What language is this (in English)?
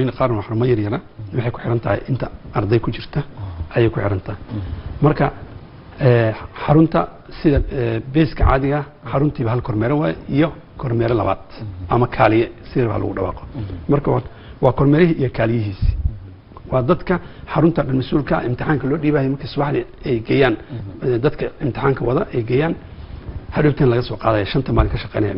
Somali